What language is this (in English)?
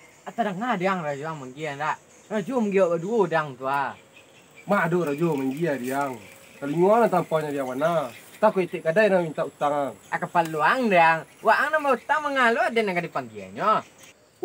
Minangkabau